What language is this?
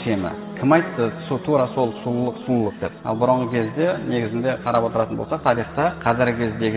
Kazakh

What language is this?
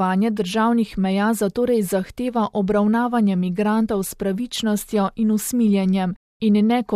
Slovenian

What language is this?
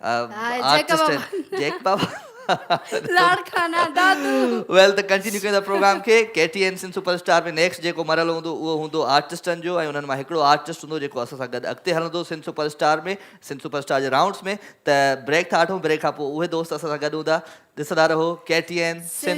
Sindhi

